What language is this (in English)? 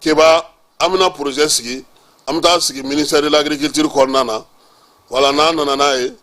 Bambara